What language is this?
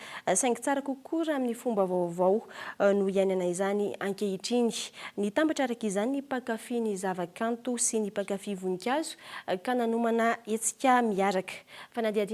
Malagasy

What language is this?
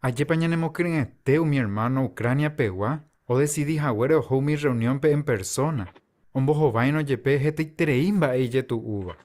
Guarani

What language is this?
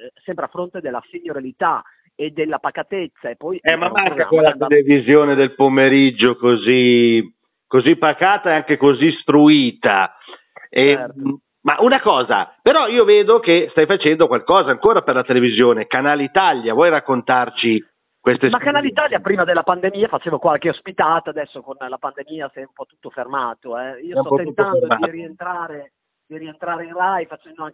Italian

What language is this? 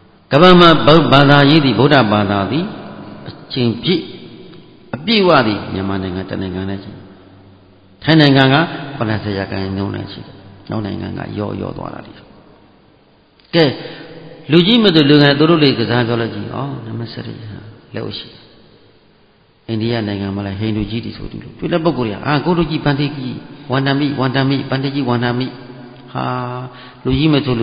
Burmese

